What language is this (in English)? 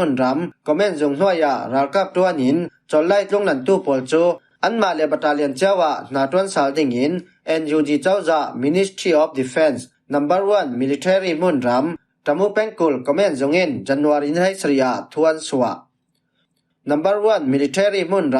Falam Chin